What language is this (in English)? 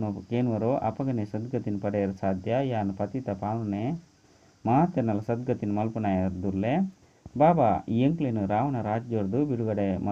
Tulu